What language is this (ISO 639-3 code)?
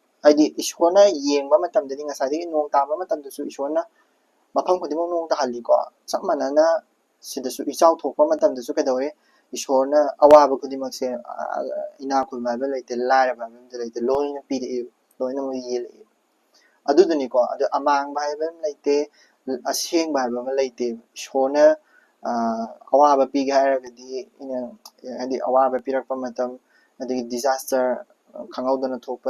mni